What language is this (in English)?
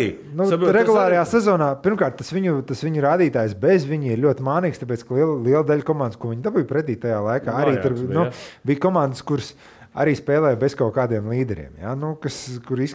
Latvian